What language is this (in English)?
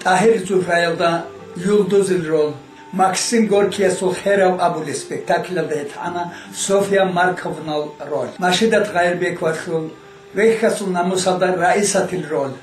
Avaric